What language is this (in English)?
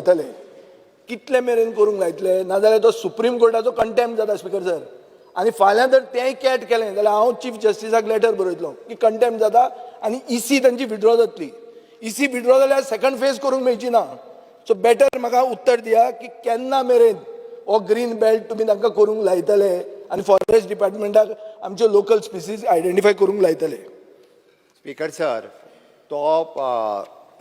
Konkani